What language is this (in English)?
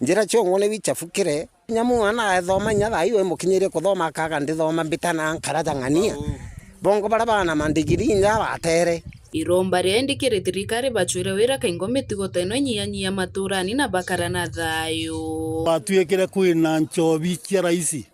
Meru